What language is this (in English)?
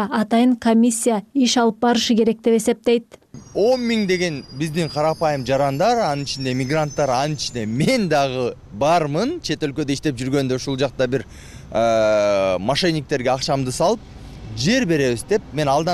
Kyrgyz